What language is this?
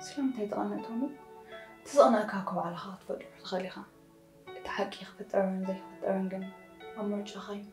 Tigrinya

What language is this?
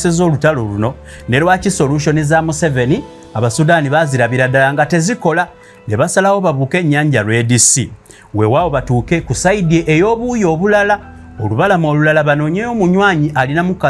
Ganda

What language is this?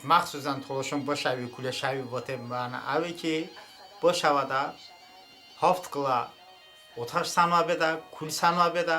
Talysh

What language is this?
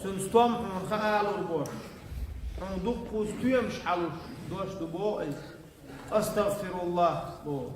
Chechen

